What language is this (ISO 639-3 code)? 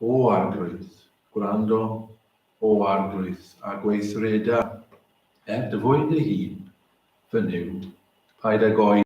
cym